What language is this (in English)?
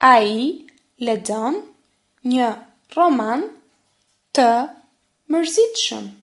Albanian